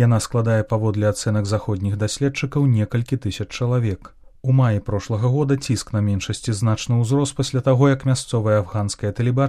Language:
Belarusian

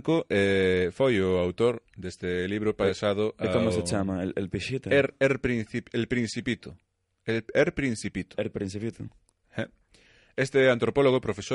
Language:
Galician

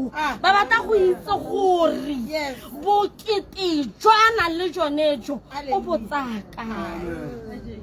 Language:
Tswana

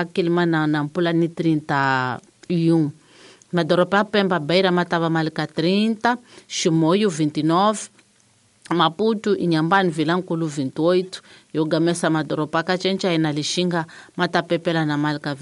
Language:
Tsonga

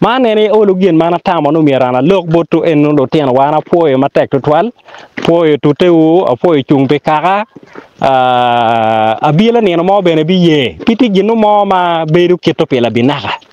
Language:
Acoli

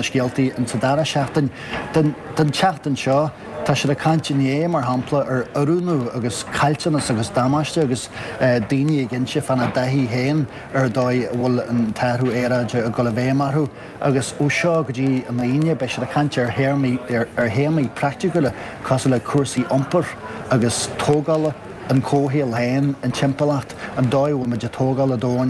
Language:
Irish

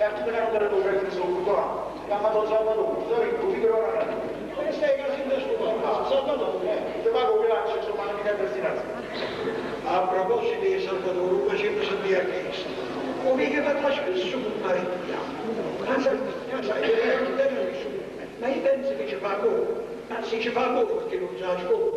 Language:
Neapolitan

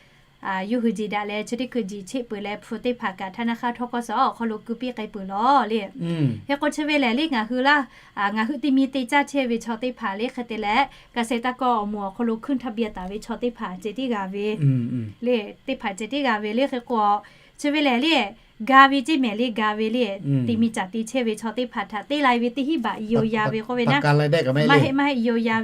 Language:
Lahu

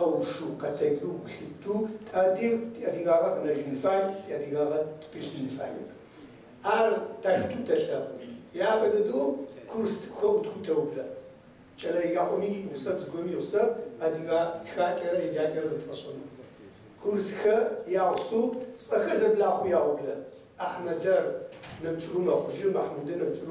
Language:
Kabardian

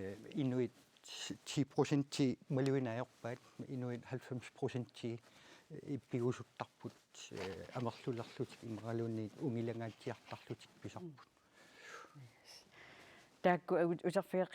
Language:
Kalaallisut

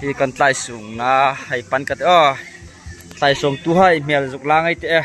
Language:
Hmar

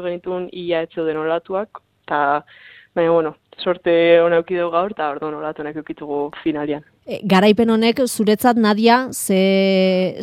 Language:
Basque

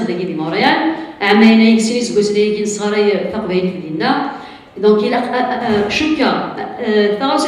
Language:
Kabyle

